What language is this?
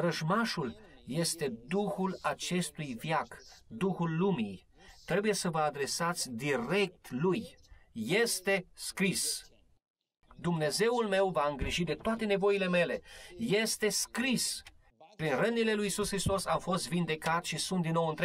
Romanian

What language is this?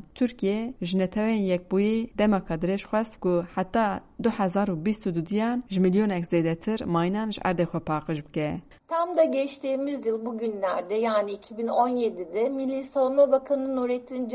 Kurdish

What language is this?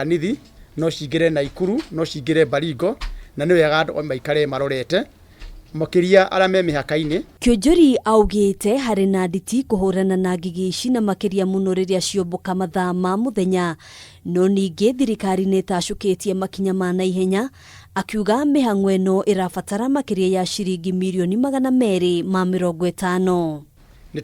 Kikuyu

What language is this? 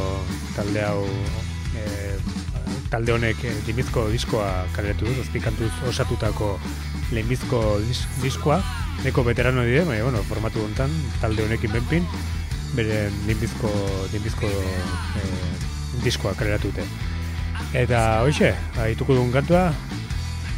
Basque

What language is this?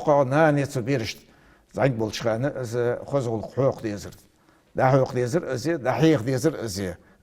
Ingush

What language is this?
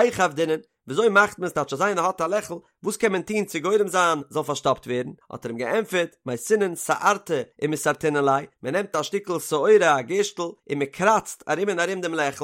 Yiddish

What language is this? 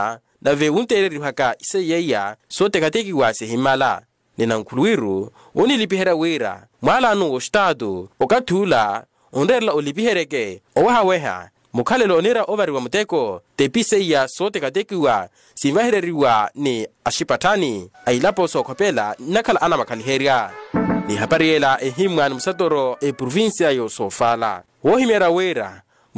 Makhuwa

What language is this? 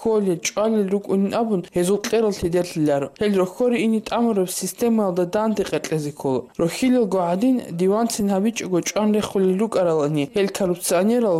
Avaric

